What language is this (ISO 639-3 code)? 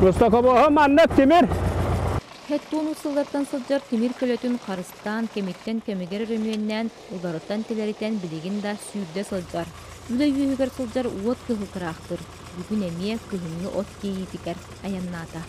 sah